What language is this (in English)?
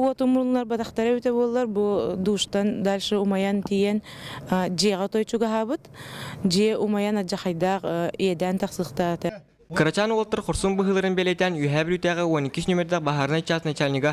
Yakut